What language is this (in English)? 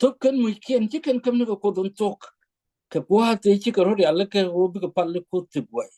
Nuer